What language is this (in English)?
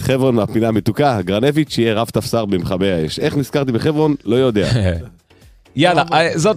Hebrew